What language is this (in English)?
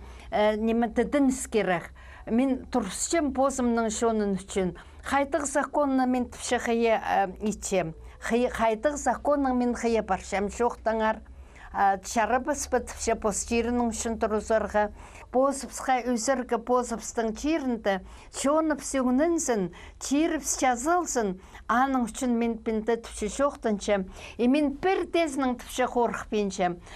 Khakas